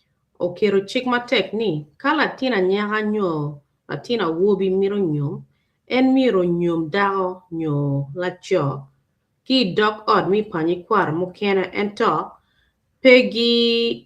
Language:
Acoli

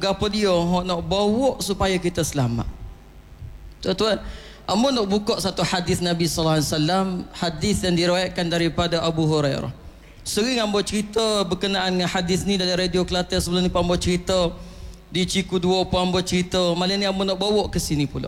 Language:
Malay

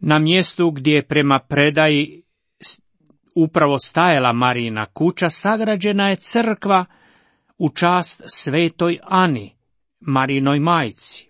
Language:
Croatian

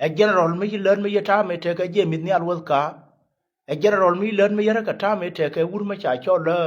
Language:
Nuer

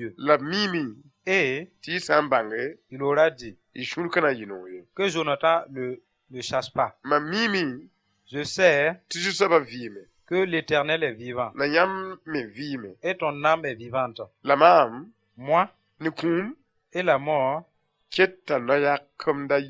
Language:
Mossi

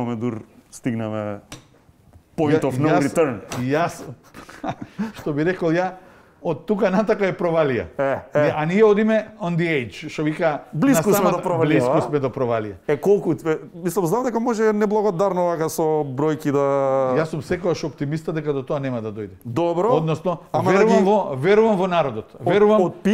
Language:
Macedonian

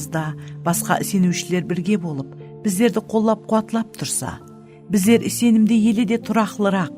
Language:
Kara-Kalpak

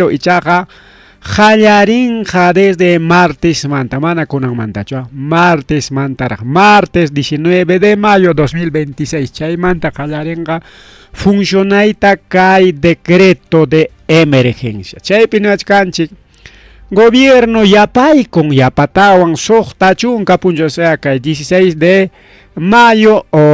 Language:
Ayacucho Quechua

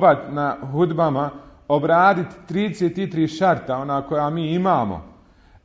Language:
Bosnian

